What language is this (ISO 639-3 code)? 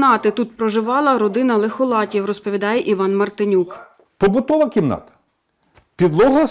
ukr